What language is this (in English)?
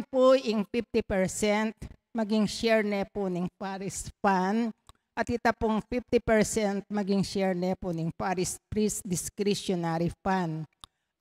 Pampanga